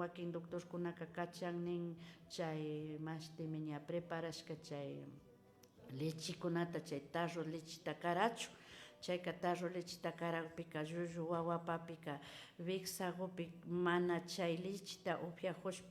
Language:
Imbabura Highland Quichua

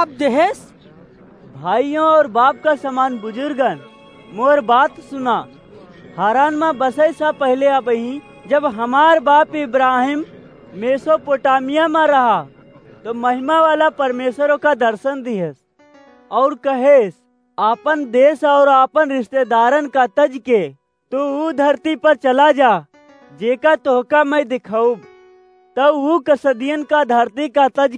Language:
Awadhi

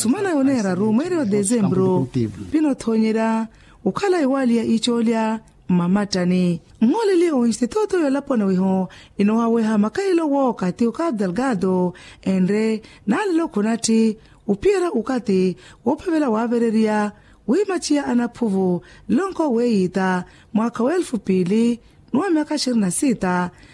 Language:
Makhuwa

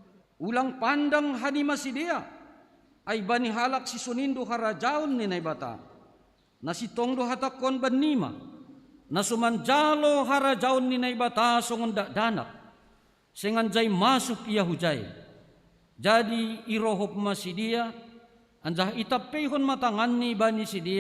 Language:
Batak Simalungun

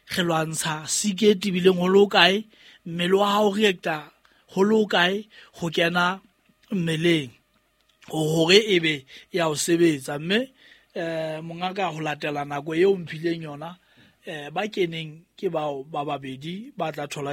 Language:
Southern Sotho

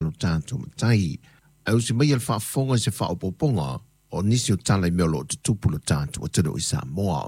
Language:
Samoan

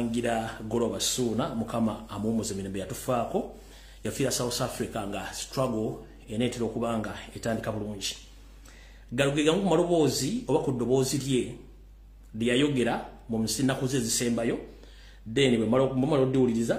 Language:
Ganda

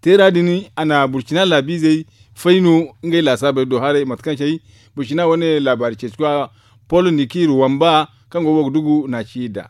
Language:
Zarma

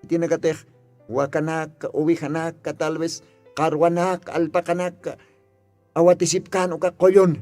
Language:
Aymara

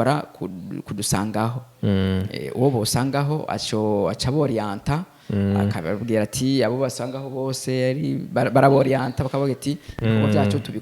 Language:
Rundi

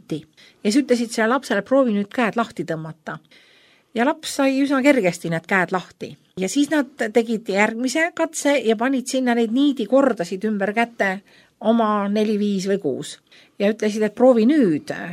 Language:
Estonian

